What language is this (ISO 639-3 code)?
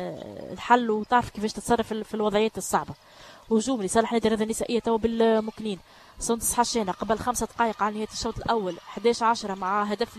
aeb